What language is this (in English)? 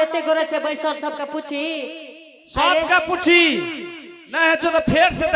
Angika